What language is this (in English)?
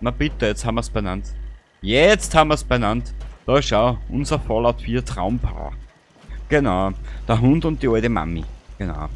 Bavarian